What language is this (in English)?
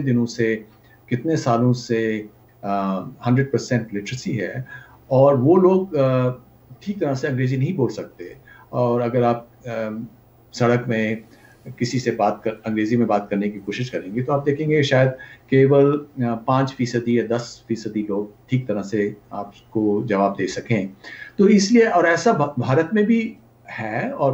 Hindi